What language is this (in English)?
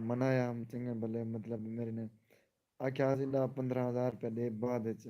Saraiki